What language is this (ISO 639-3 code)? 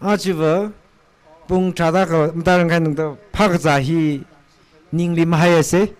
nmf